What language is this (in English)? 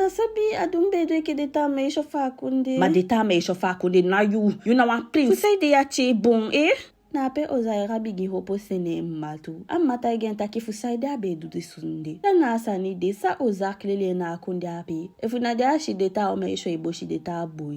Eastern Maroon Creole